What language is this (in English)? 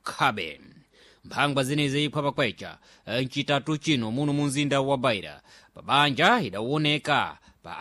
Sena